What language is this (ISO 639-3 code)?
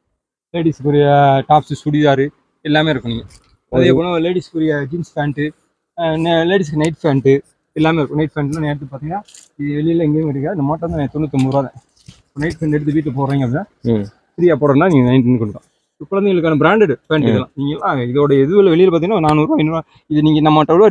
tam